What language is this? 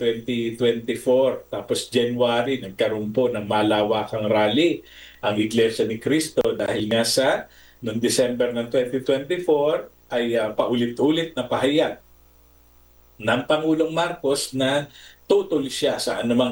Filipino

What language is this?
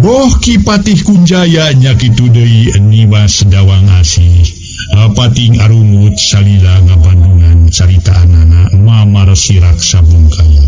Sundanese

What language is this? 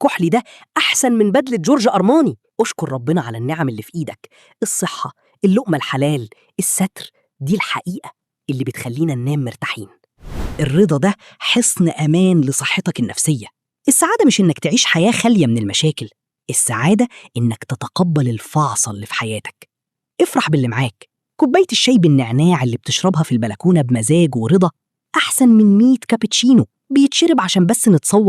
Egyptian Arabic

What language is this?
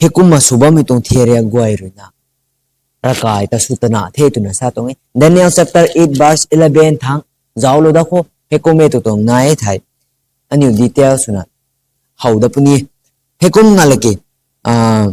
Rongmei Naga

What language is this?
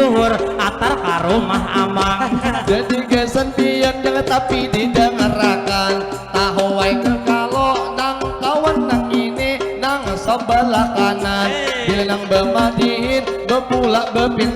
Banjar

